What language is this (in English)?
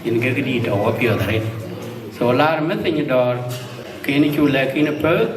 Dinka